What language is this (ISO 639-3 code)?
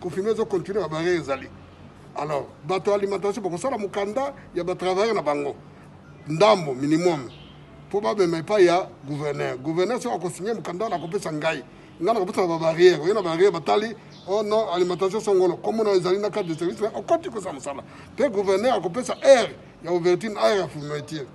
lin